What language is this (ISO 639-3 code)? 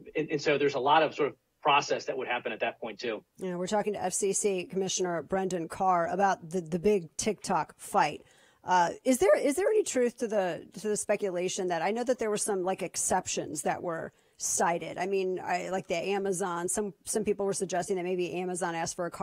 eng